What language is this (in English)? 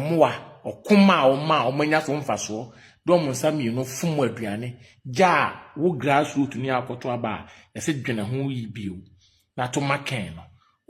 Akan